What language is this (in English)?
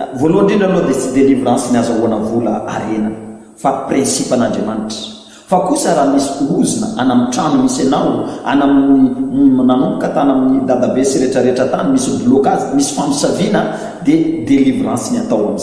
Malagasy